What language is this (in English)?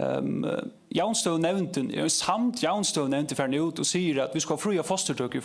Faroese